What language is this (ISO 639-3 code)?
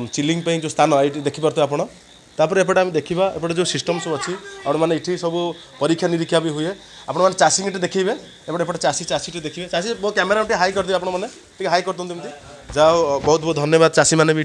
ori